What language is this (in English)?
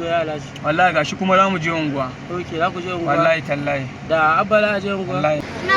Hausa